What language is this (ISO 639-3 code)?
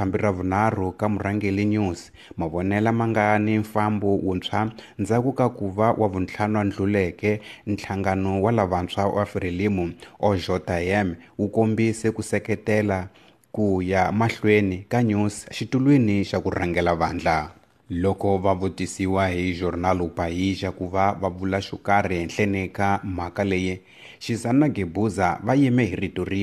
tso